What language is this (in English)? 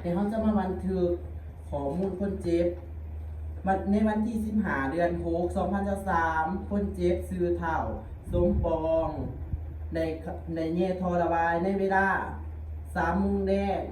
Lao